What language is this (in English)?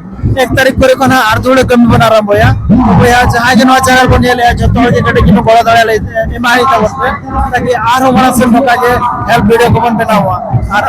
Santali